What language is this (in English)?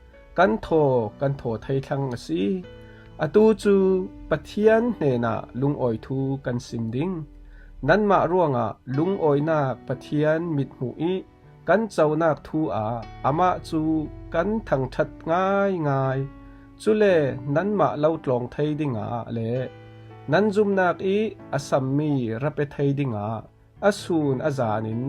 Falam Chin